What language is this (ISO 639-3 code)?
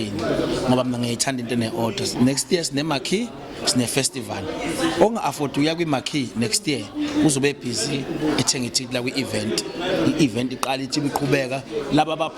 zul